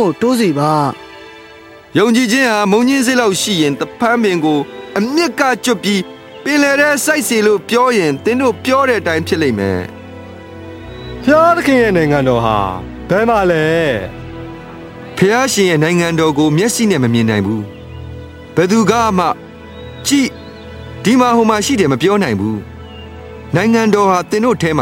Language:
Burmese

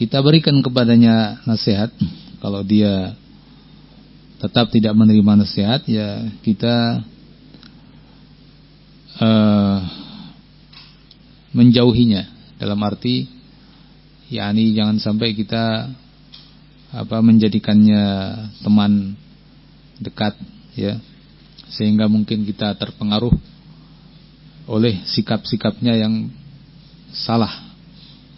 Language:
Indonesian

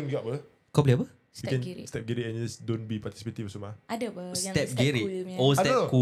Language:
Malay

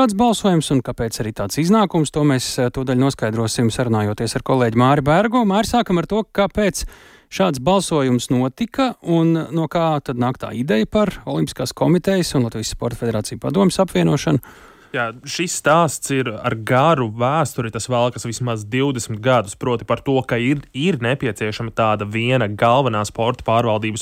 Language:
Latvian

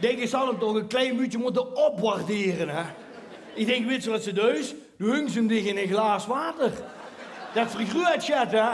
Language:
Limburgish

